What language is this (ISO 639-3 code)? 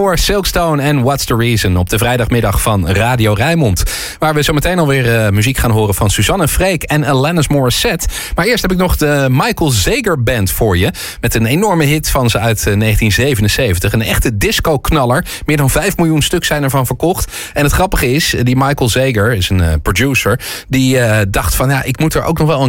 nld